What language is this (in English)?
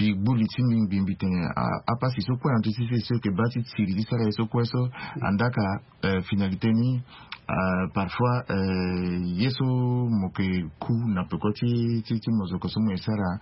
Sango